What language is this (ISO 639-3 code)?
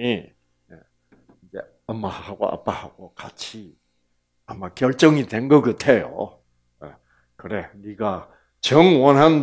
kor